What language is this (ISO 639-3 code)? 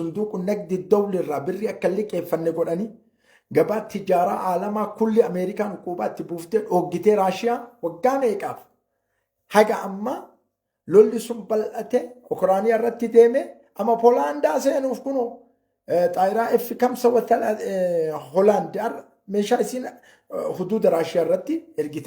orm